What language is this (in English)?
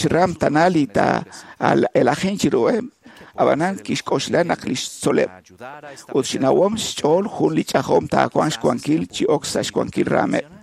Kekchí